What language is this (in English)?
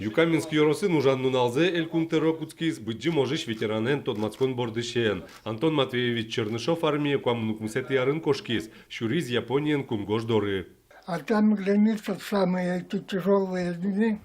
Udmurt